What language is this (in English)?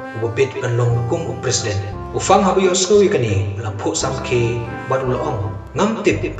Khasi